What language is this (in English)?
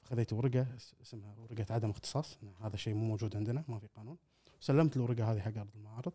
Gulf Arabic